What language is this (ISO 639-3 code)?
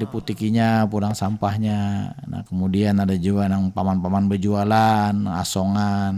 bjn